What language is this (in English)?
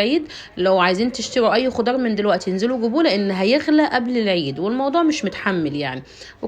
Egyptian Arabic